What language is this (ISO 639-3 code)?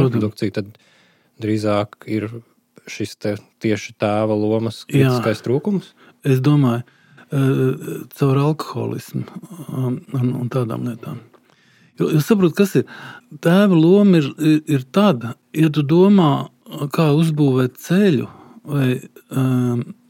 lav